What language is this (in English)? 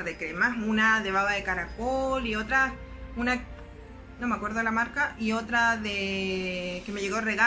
Spanish